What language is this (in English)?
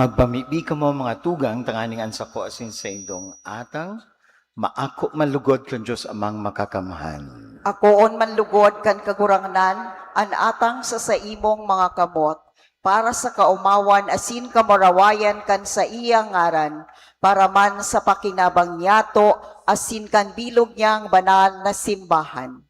Bikol